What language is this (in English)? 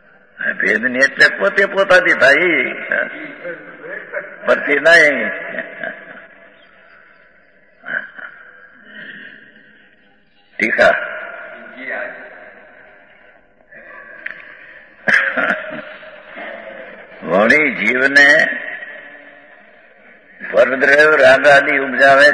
Gujarati